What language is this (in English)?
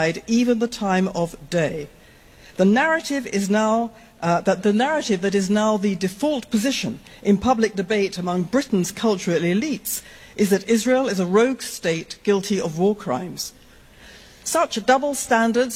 English